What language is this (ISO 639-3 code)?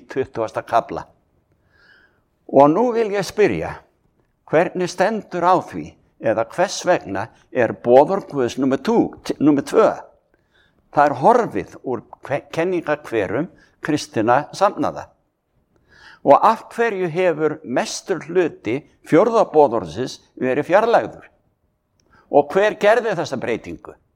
isl